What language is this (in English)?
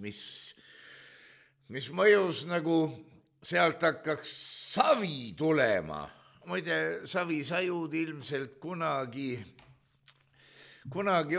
Estonian